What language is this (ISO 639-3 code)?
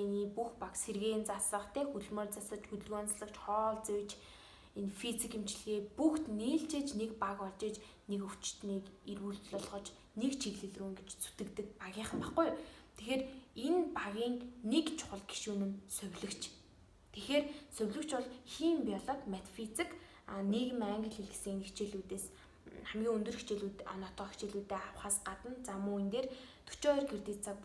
mon